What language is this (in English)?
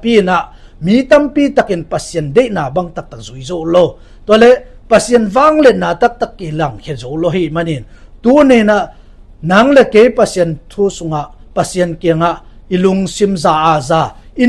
Tedim Chin